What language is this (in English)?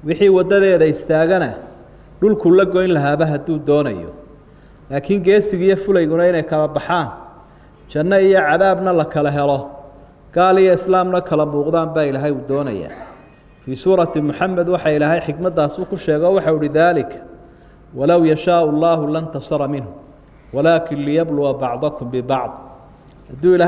Somali